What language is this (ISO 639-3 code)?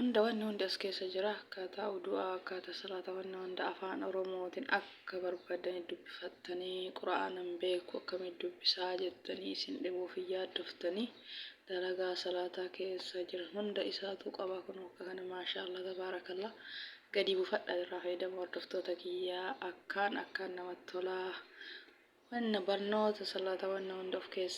orm